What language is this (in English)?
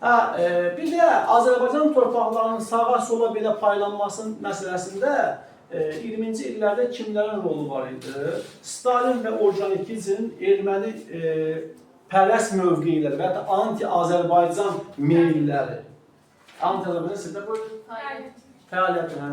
Azerbaijani